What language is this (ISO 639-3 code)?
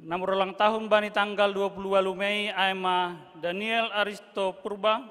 bts